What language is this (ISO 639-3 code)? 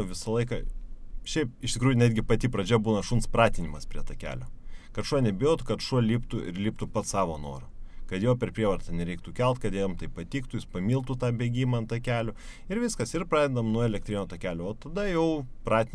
lit